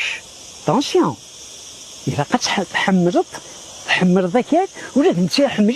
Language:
Kabyle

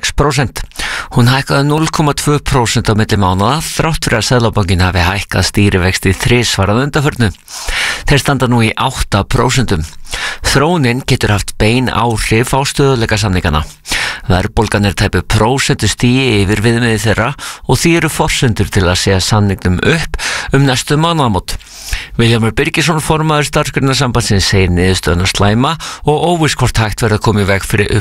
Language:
Icelandic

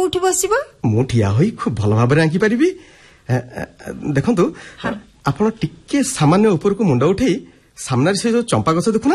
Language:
Odia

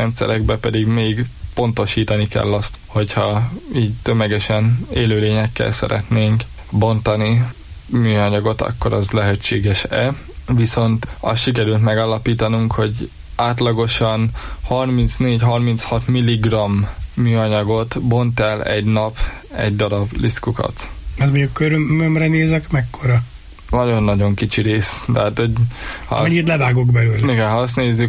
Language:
Hungarian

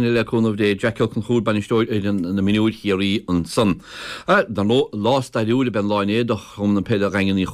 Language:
Irish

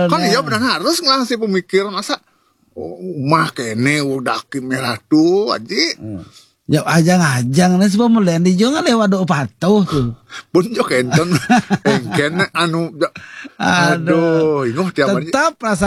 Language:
Balinese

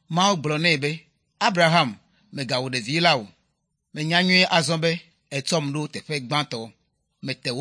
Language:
Ewe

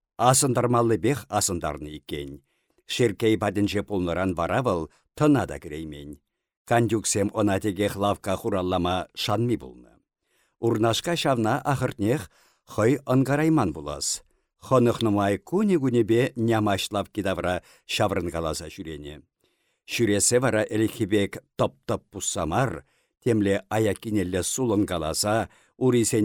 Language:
Chuvash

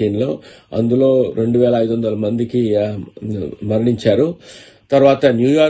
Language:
Telugu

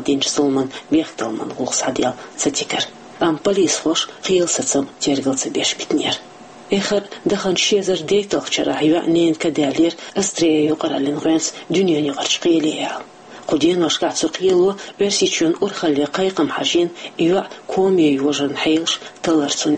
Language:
Chechen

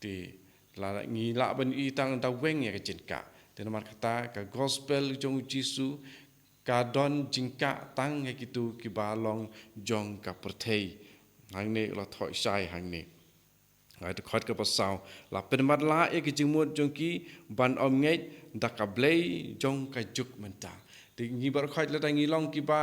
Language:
Khasi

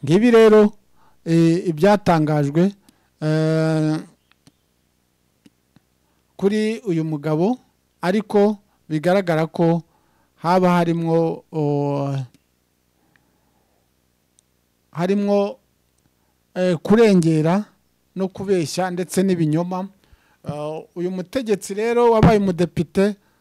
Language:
Kinyarwanda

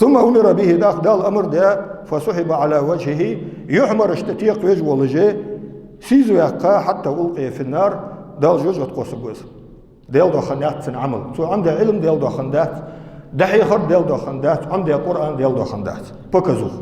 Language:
Ingush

